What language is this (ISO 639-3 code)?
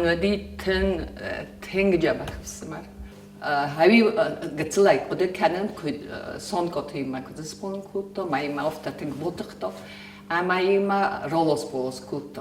oss